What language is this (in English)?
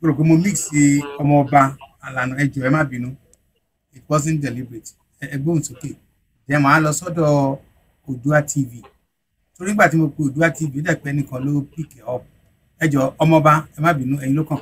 Yoruba